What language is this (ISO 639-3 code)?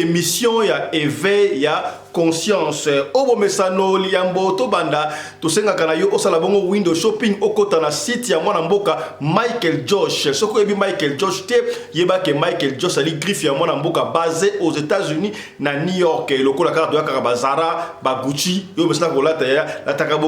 lin